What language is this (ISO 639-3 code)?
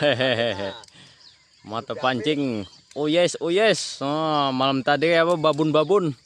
bjn